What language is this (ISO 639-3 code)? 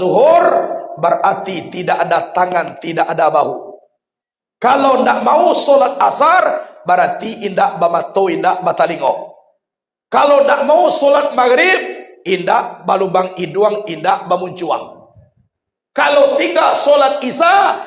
min